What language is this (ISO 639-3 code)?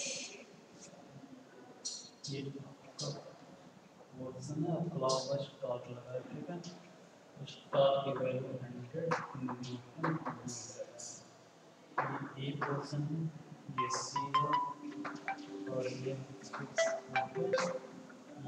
hin